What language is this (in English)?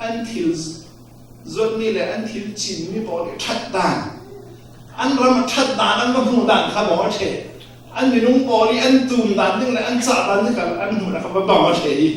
Falam Chin